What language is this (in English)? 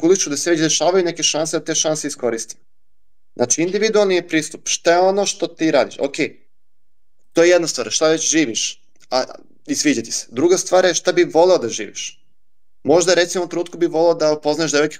Serbian